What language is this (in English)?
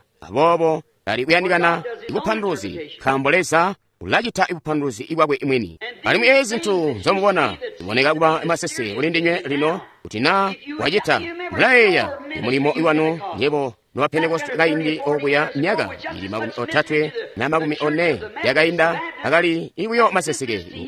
Tonga (Zambia)